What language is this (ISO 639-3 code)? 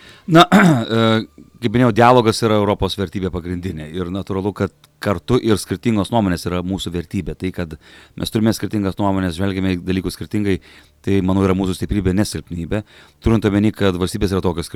lit